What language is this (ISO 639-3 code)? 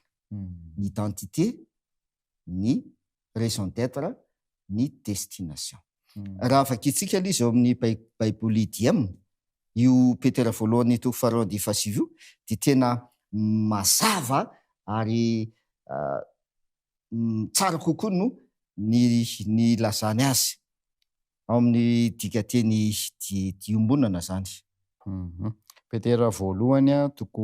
mlg